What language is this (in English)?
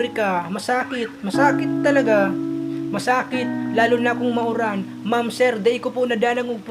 Bikol